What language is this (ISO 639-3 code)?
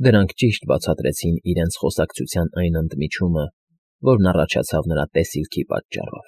hye